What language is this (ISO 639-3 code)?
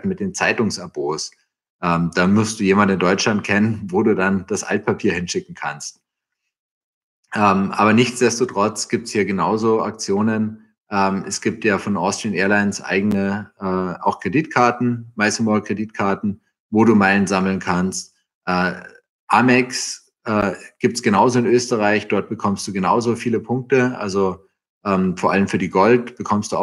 deu